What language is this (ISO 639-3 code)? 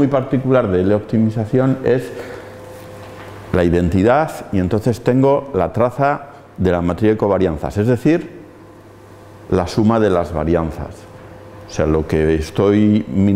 spa